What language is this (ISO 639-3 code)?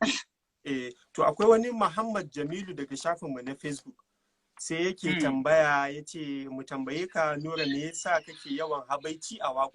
hau